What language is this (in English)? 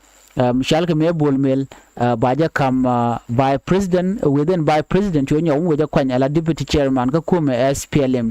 Nuer